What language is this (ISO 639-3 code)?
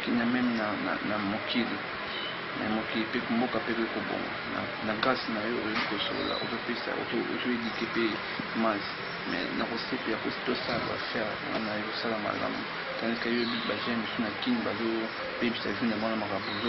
lin